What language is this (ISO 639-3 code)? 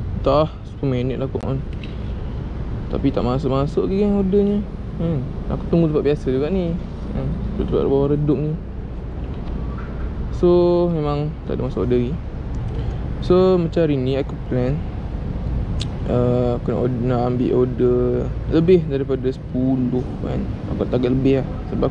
msa